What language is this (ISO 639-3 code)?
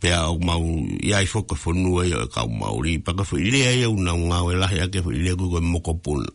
ton